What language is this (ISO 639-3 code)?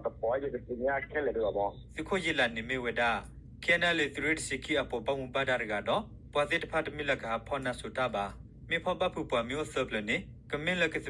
ksw